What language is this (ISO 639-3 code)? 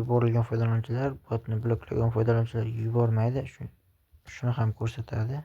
uzb